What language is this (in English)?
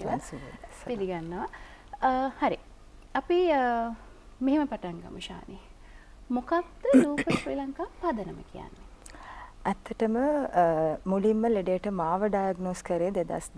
Sinhala